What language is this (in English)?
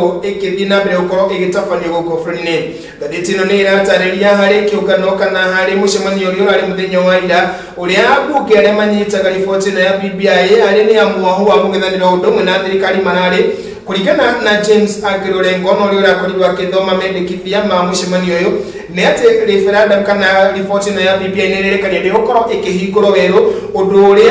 Kikuyu